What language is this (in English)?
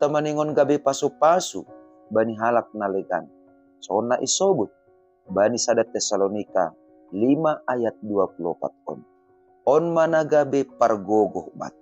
Batak Simalungun